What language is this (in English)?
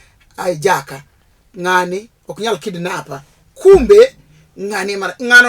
Luo (Kenya and Tanzania)